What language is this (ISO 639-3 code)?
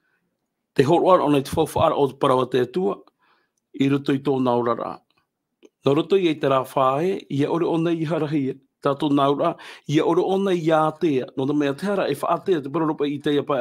tah